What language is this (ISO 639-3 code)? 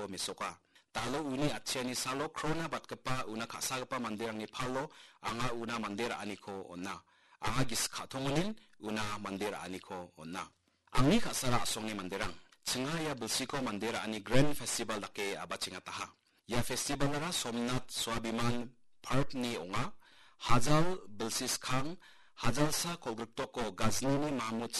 grt